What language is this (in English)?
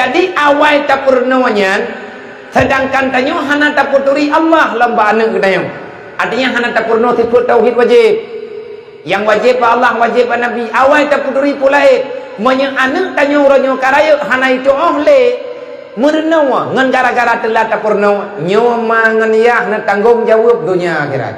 Achinese